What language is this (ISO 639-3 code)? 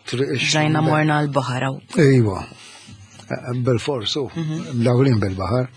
mlt